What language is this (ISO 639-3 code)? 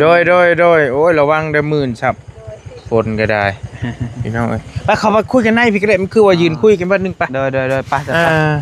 tts